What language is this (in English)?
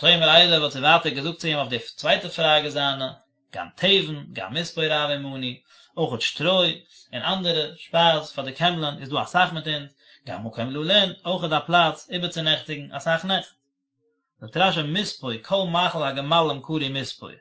Yiddish